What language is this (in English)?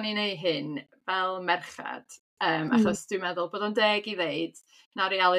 Welsh